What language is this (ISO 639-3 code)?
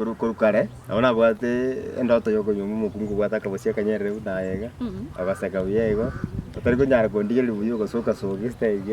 guz